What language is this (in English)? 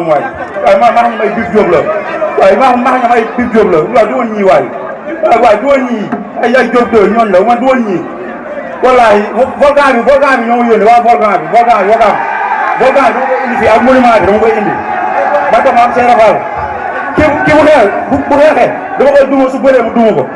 Wolof